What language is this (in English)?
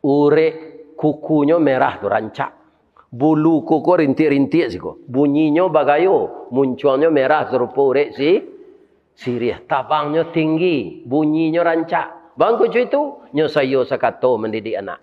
Minangkabau